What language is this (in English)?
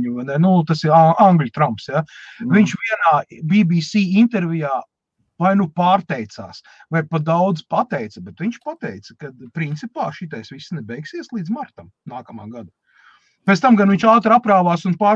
Latvian